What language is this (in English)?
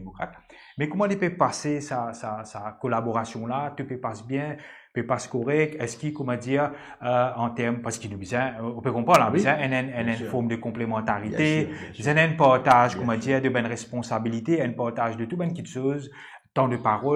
Morisyen